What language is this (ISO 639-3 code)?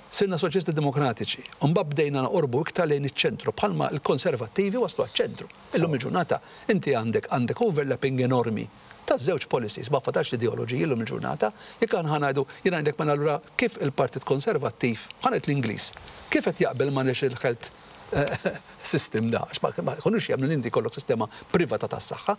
mlt